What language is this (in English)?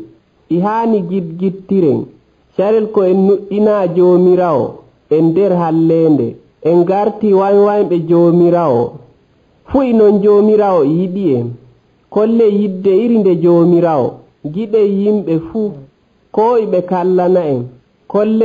Nigerian Fulfulde